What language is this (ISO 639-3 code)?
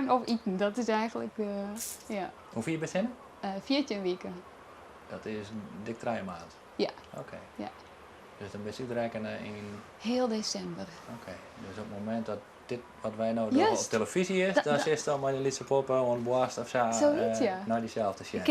fry